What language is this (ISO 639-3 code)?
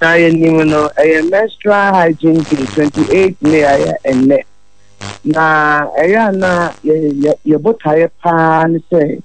aka